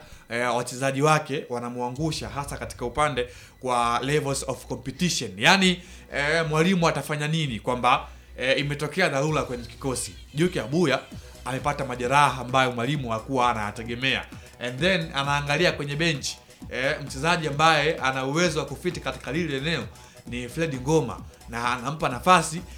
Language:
Swahili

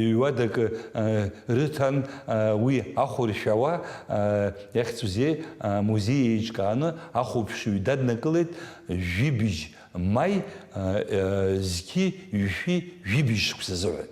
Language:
Abkhazian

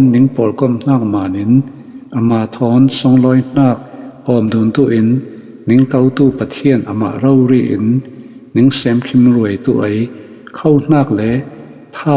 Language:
Falam Chin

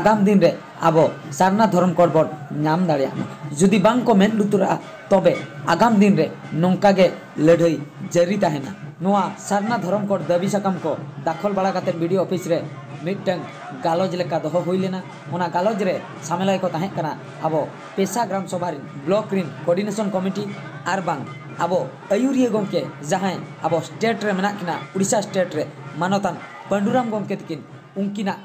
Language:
Santali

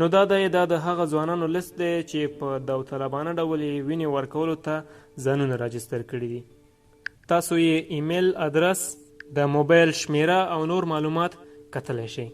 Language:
Pashto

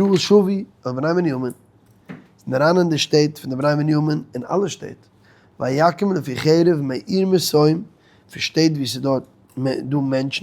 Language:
Yiddish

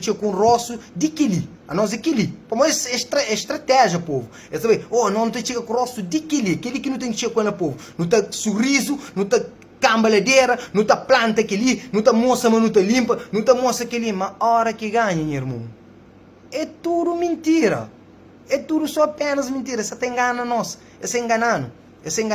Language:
Kabuverdianu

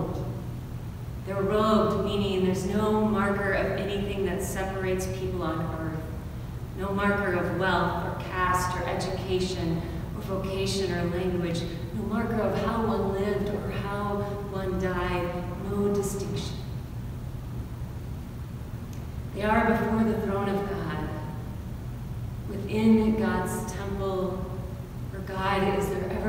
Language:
English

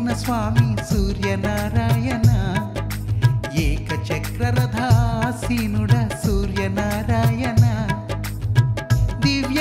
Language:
Telugu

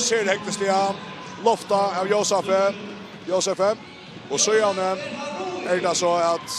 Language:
Faroese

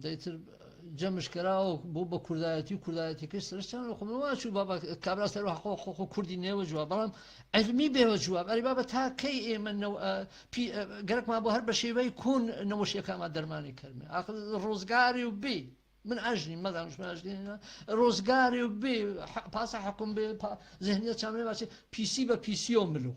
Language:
Gurani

